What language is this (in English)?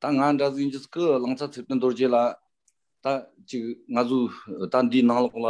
Tibetan